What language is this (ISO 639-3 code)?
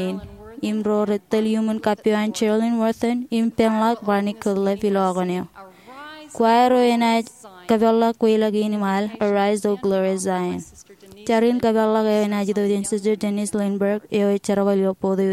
mah